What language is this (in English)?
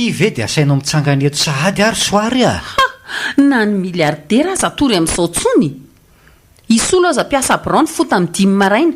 Malagasy